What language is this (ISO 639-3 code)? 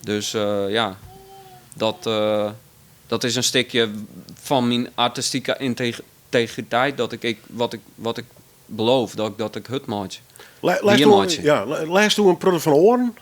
fry